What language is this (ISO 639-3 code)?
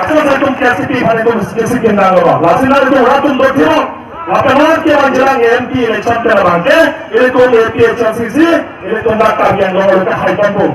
mjw